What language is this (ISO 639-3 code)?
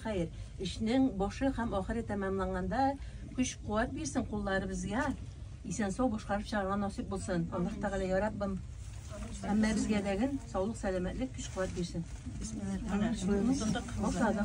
tat